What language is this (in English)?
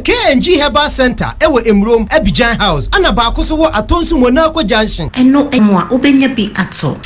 Akan